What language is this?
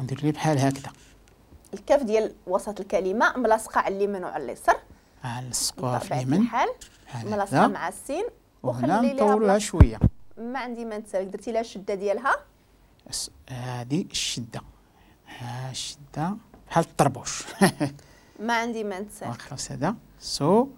Moroccan Arabic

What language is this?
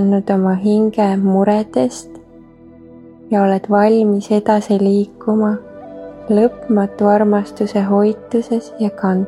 Estonian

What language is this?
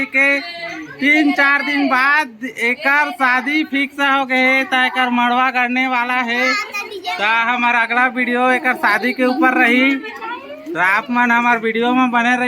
Chhattisgarhi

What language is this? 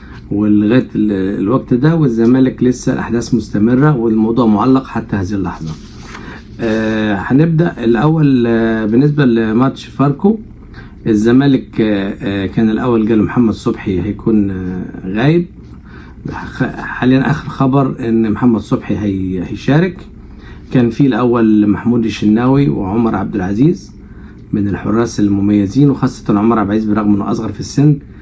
Egyptian Arabic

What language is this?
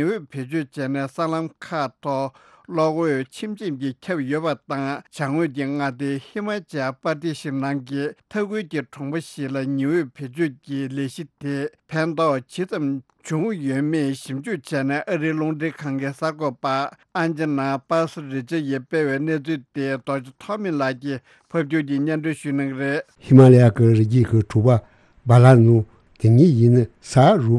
Tibetan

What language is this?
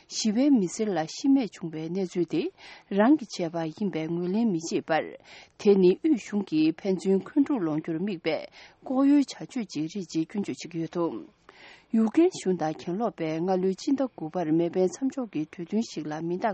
Tibetan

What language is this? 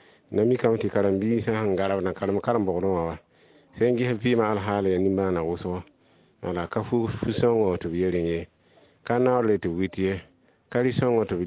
Mossi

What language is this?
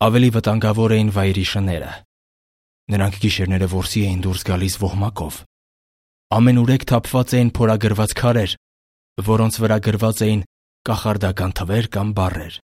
Armenian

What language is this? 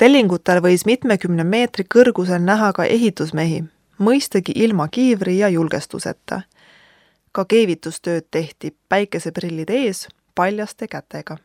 Estonian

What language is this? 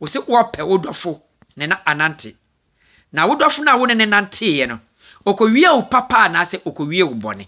Akan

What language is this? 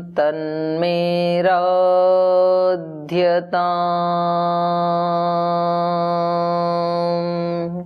Sanskrit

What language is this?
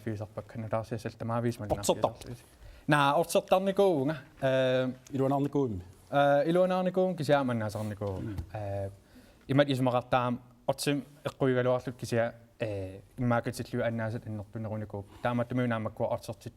Kalaallisut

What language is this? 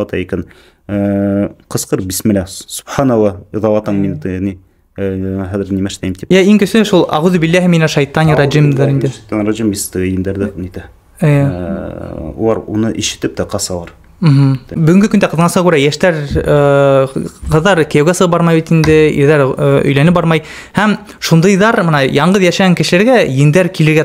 Bashkir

